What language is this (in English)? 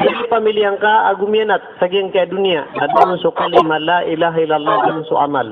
Maranao